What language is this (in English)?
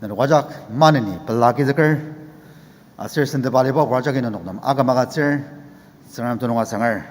Ao Naga